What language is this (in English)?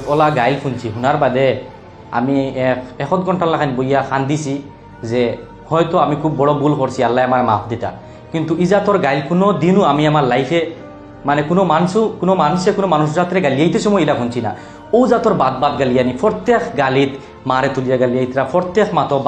Sylheti